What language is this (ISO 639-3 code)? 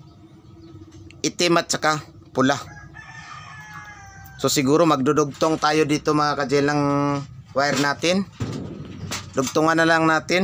fil